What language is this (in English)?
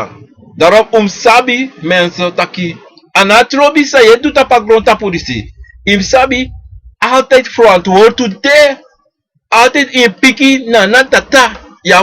Sranan Tongo